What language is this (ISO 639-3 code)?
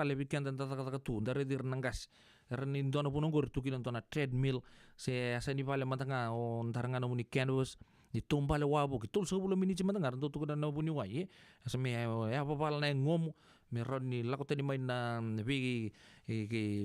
fij